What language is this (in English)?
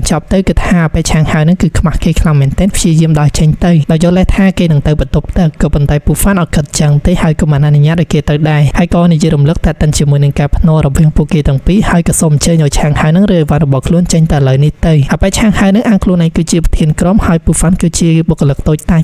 Khmer